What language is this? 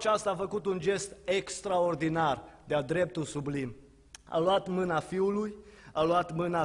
Romanian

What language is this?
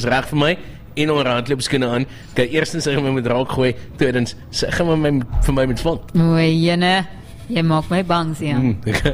Afrikaans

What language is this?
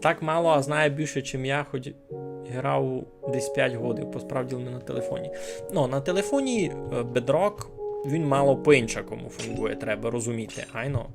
Rusyn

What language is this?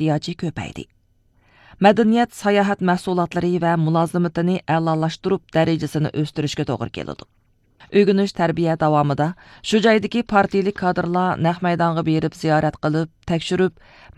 Uyghur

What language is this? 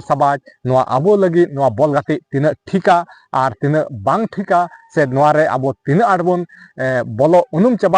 Santali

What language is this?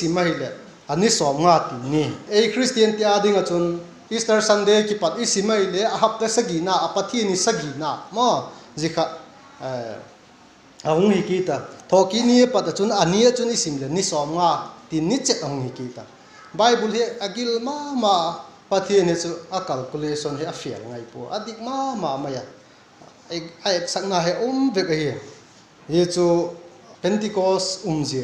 Vaiphei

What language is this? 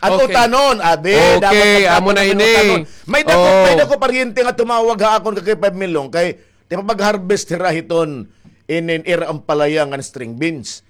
Waray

